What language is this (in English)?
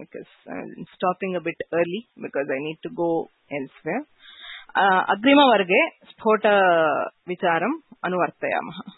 Sanskrit